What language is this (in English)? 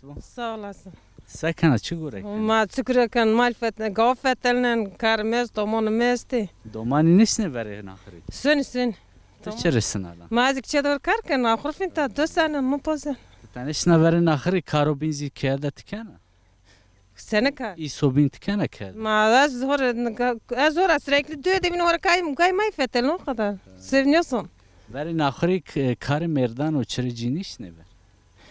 Zaza